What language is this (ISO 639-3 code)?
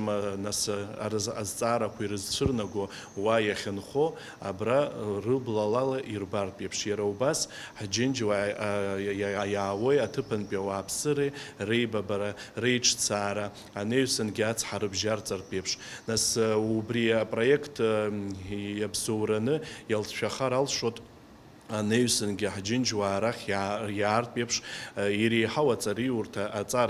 abk